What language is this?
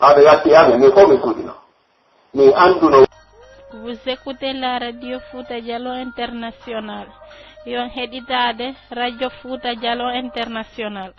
Pular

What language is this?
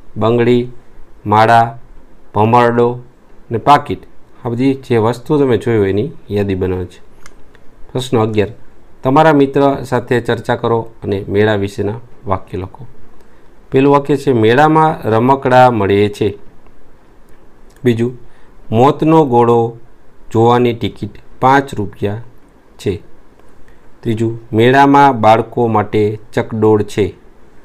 Gujarati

